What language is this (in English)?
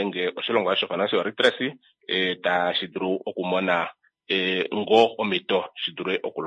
Kuanyama